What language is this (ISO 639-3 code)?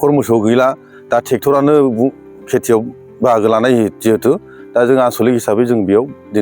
brx